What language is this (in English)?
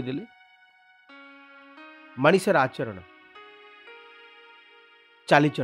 Odia